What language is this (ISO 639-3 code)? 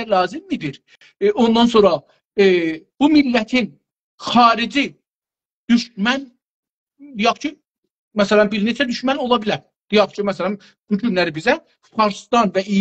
azb